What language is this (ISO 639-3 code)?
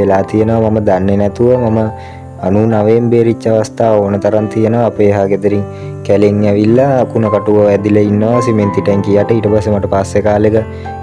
sin